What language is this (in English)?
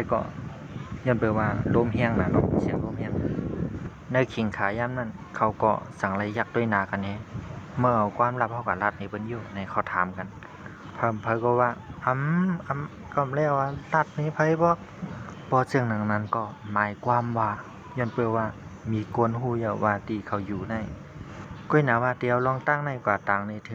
Shan